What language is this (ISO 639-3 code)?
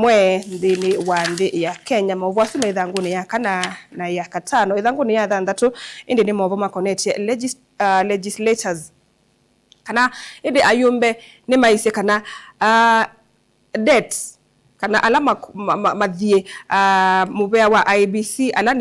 kam